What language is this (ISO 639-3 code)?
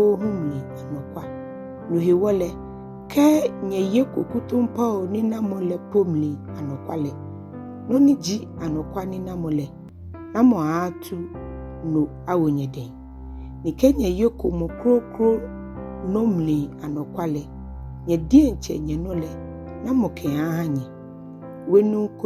gaa